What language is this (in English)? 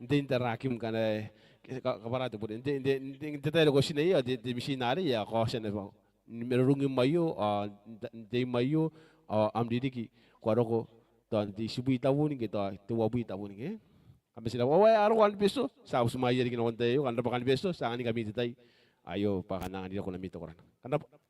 Gilbertese